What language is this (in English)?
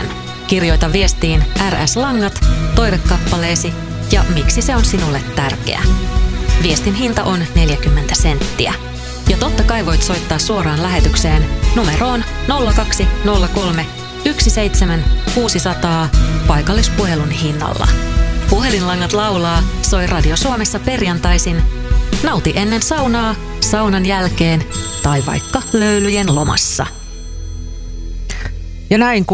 Finnish